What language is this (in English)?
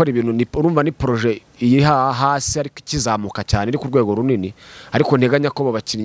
Kinyarwanda